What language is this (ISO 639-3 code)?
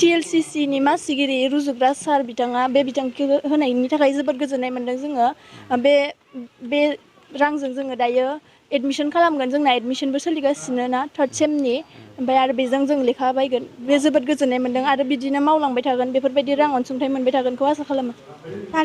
brx